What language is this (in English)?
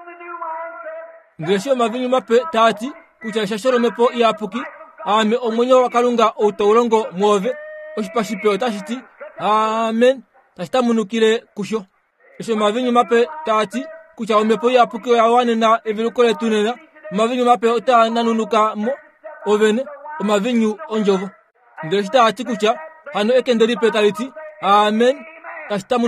Kuanyama